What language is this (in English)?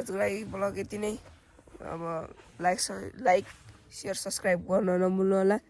Nepali